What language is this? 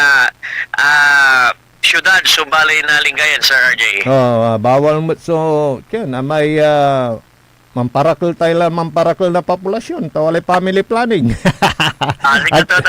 Pangasinan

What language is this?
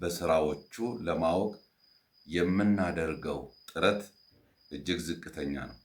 Amharic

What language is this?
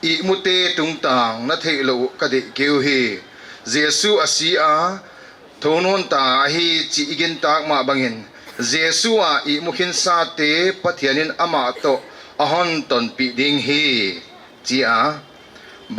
Paite Chin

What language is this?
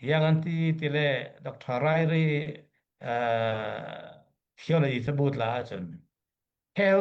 Falam Chin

